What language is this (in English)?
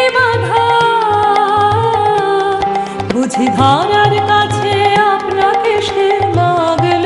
Bangla